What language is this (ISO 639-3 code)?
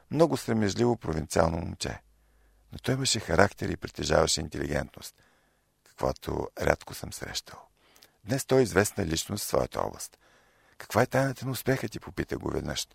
bul